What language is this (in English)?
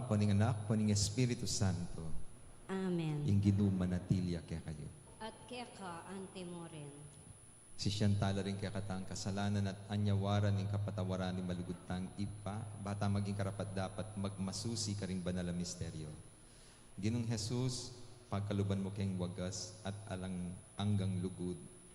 Pampanga